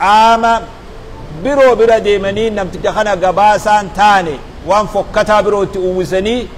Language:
Oromo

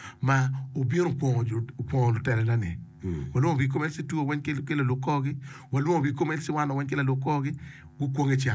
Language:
Acoli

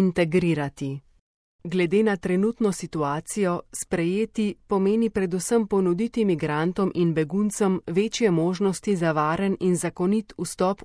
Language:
Slovenian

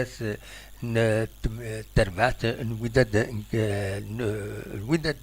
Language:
Kabyle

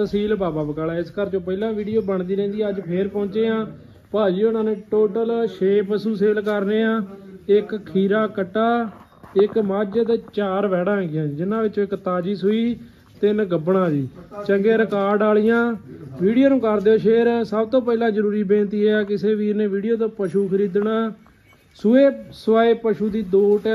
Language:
Punjabi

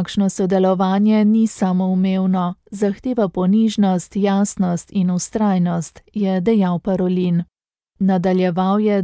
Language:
Slovenian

